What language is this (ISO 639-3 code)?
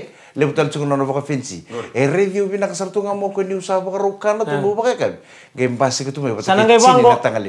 fij